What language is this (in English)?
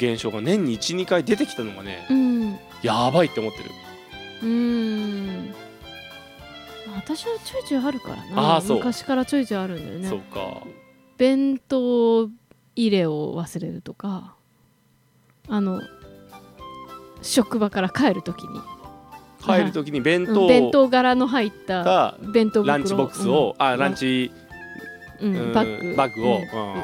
Japanese